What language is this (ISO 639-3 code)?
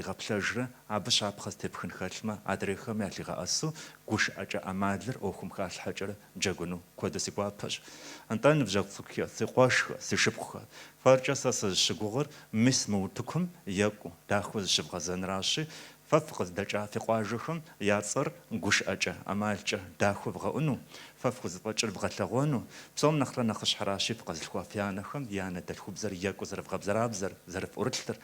kbd